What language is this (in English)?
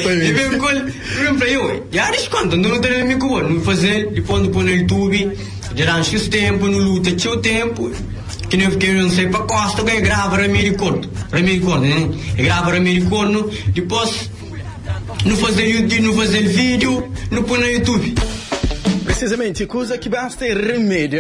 Kabuverdianu